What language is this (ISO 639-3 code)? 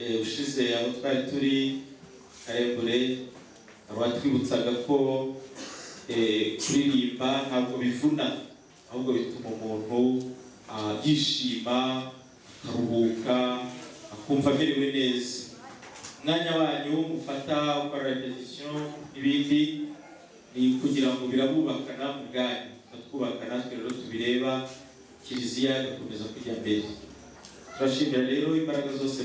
kin